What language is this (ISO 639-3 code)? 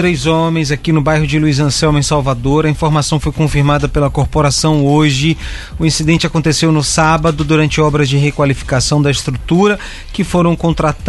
por